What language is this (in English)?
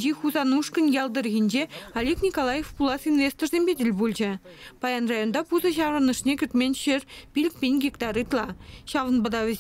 Chuvash